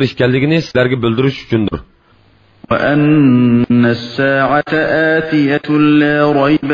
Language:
Uyghur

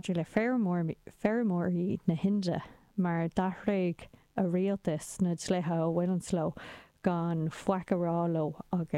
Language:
Irish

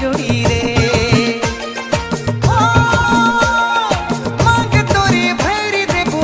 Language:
Sadri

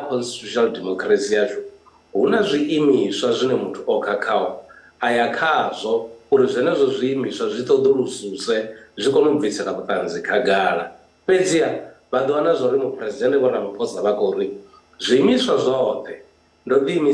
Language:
Venda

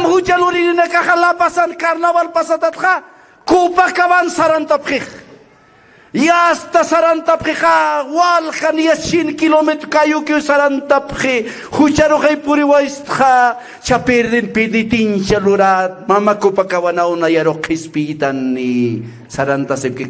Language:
Aymara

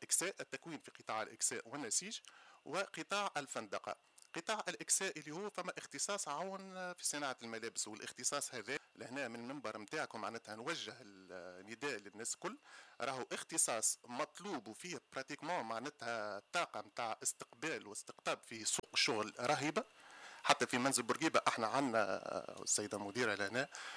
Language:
Tunisian Arabic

